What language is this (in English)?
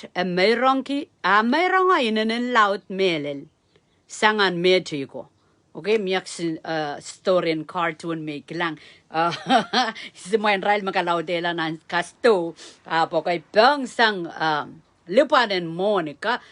Pohnpeian